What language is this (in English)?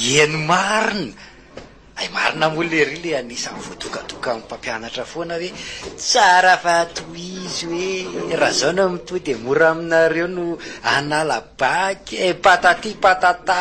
Malagasy